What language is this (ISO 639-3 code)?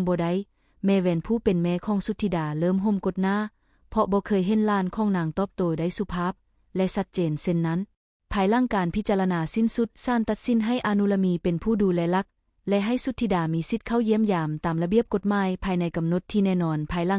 lao